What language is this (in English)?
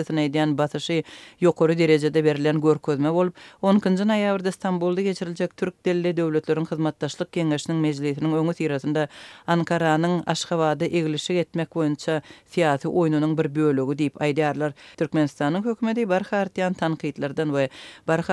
Turkmen